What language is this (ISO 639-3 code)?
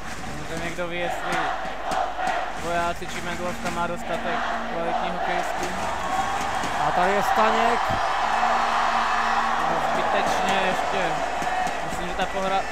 ces